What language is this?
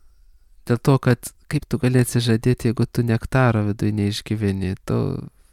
Lithuanian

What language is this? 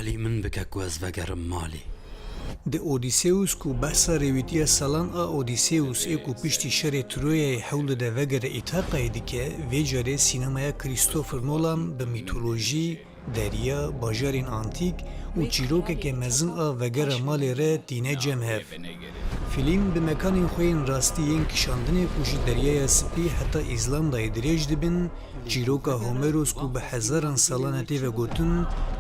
Kurdish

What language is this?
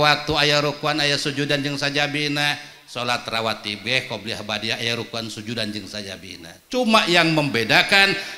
Sundanese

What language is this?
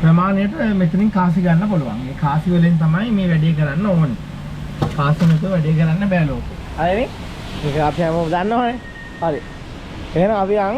Sinhala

